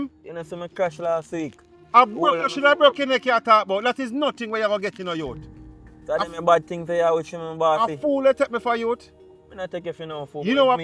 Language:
Jamaican Creole English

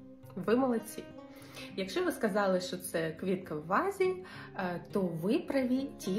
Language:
Ukrainian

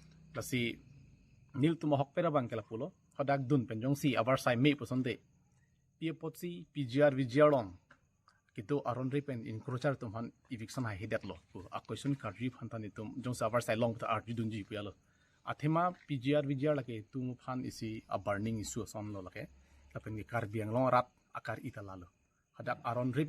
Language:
Karbi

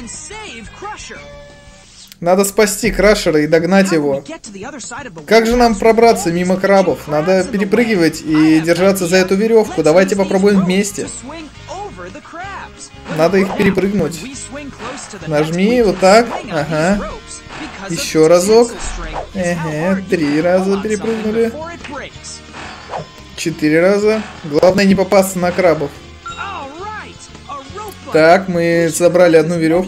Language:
Russian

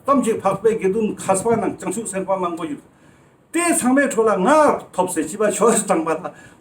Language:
Ladakhi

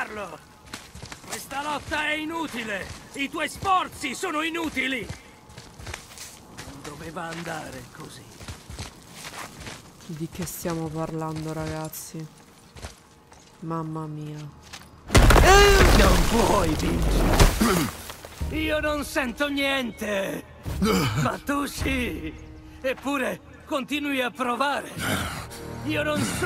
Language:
Italian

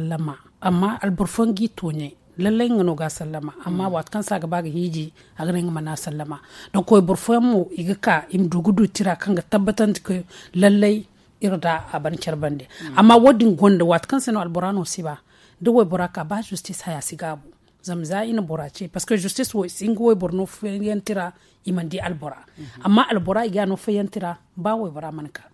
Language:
Zarma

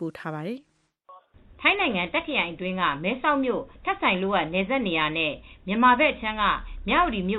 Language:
Burmese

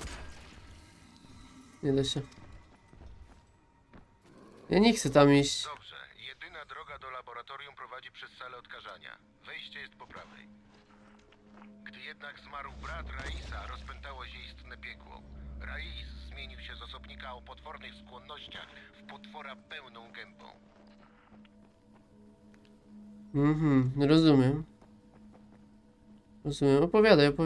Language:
Polish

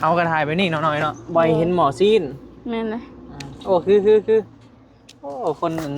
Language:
Northeastern Thai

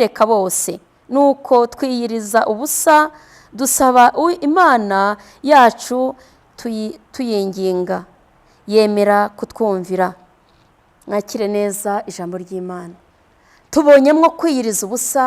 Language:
Kinyarwanda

